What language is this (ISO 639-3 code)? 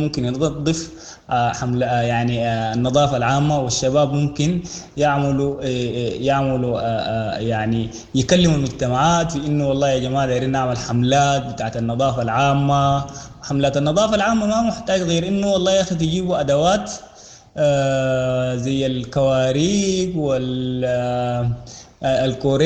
apd